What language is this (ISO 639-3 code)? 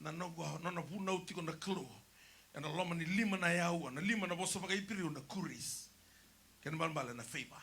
fij